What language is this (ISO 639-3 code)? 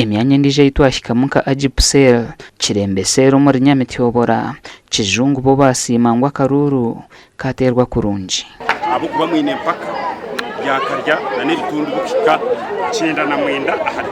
nyn